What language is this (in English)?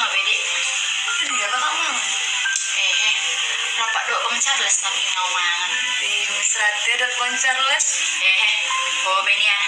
Batak Toba